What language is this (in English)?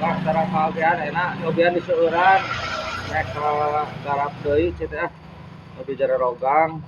Sundanese